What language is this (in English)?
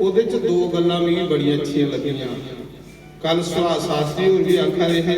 Dogri